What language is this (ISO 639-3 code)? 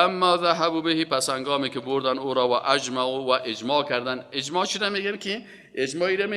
fas